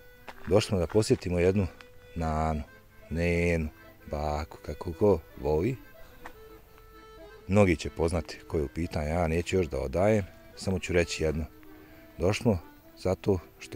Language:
Bosnian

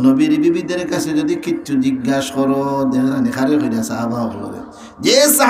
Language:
Sylheti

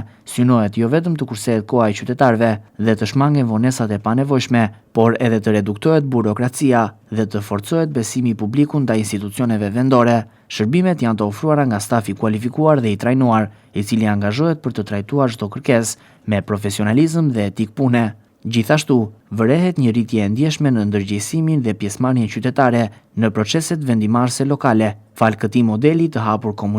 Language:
Albanian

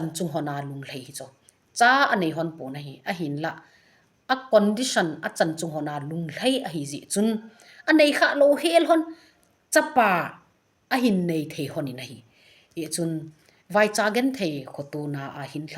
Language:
Thado Chin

